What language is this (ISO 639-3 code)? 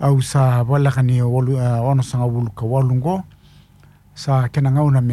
fij